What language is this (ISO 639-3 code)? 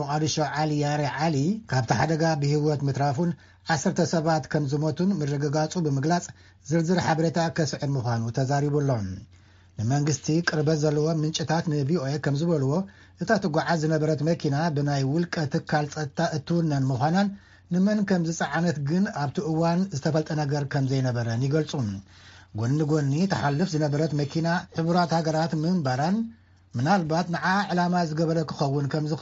tir